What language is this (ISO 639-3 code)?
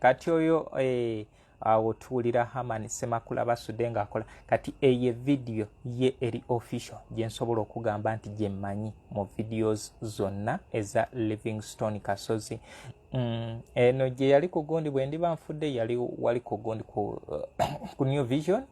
lug